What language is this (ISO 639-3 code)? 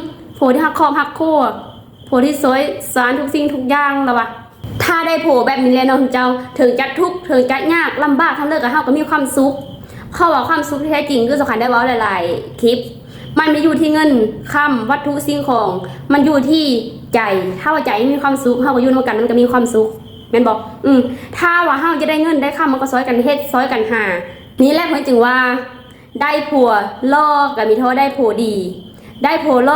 lao